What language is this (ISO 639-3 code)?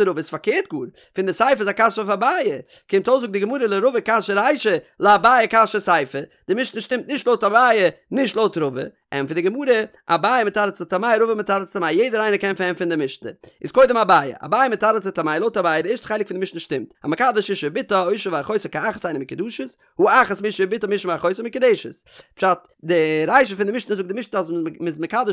yid